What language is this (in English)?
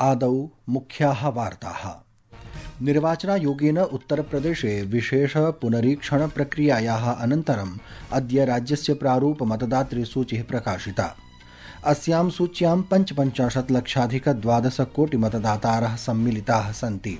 Sanskrit